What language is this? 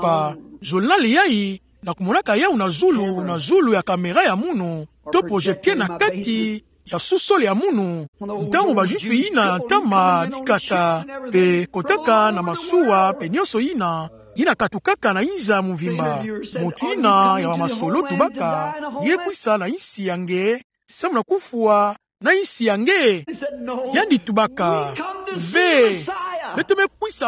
Kituba (Democratic Republic of Congo)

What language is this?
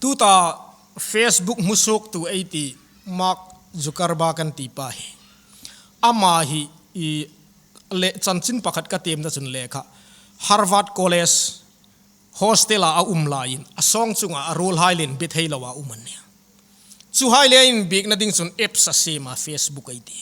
Hmar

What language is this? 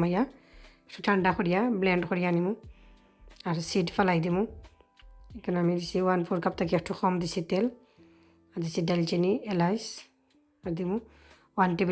Sylheti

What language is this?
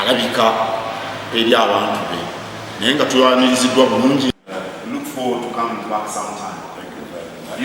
Ganda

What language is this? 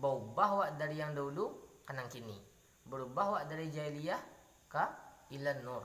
Minangkabau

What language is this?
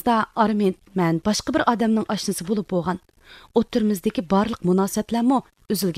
Uyghur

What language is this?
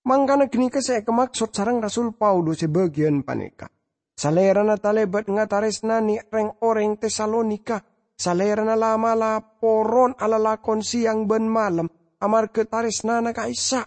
Madurese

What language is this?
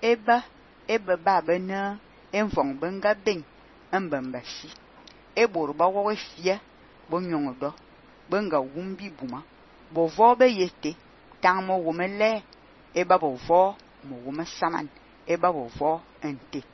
Fang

